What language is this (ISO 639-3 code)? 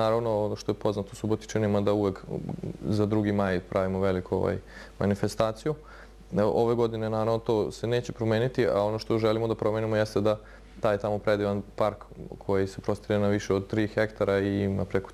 srp